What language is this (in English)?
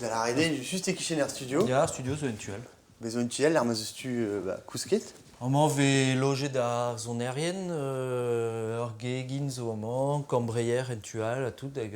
Breton